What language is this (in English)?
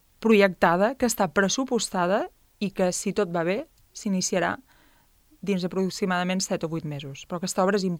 Catalan